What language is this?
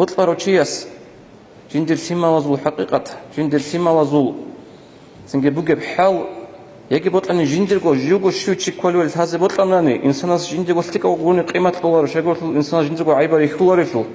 Avaric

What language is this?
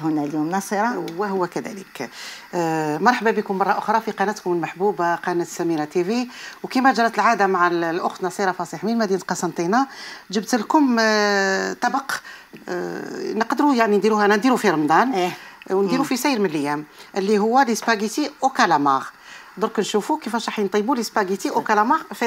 Algerian Arabic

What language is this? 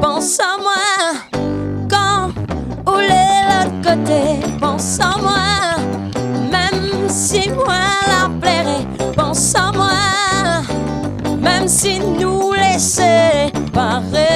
Réunion Creole French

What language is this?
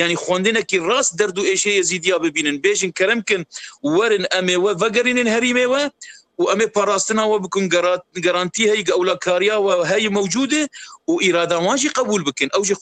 Kurdish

